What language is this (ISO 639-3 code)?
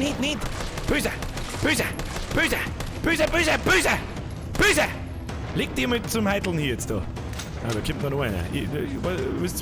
bar